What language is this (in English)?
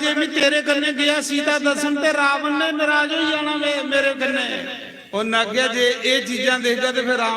Dogri